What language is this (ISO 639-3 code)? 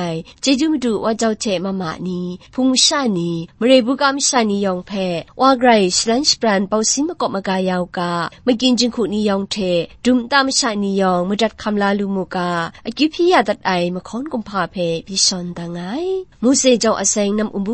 kac